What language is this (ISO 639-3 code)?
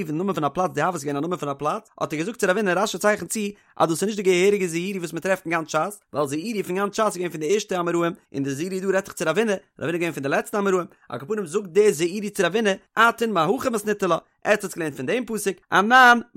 yid